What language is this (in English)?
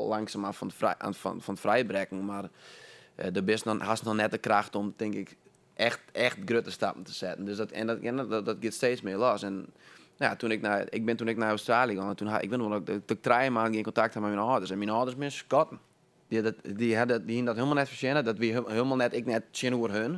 Western Frisian